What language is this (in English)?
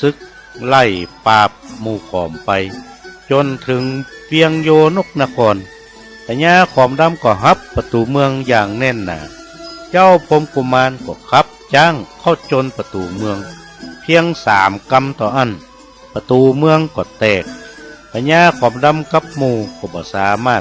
Northern Thai